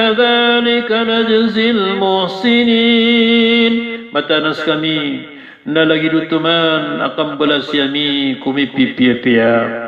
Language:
Maranao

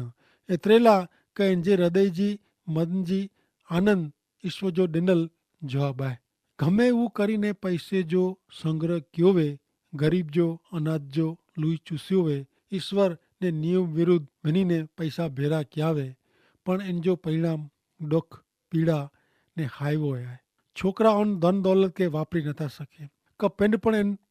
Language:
Kachhi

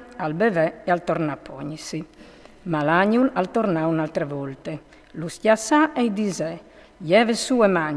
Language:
Friulian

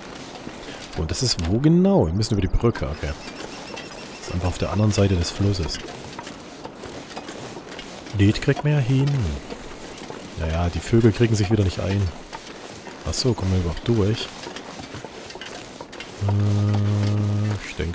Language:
German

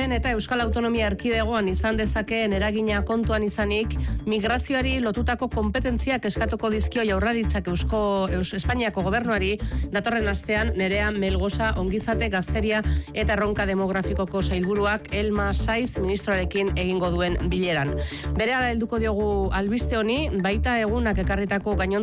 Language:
Basque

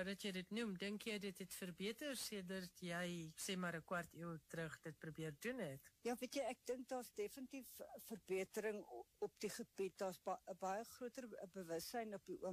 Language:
Afrikaans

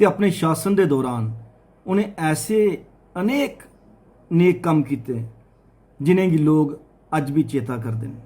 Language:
Dogri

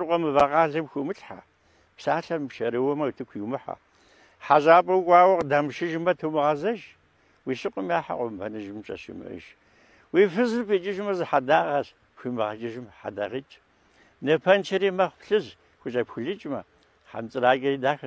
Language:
Kabardian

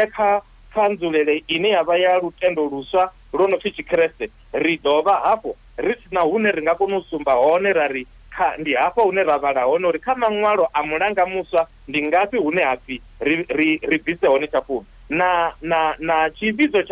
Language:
Venda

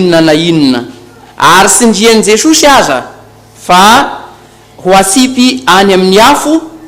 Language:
Malagasy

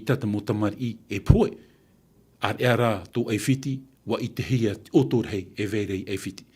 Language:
Tahitian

